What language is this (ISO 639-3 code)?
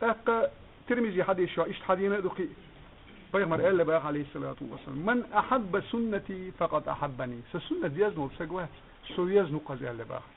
che